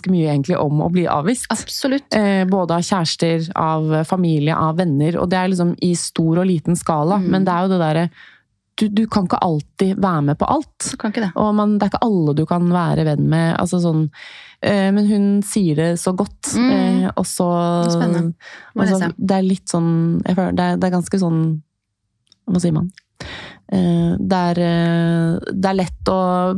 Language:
Norwegian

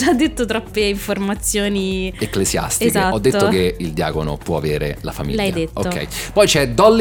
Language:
Italian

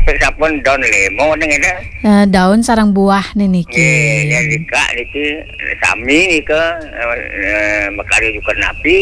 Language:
Balinese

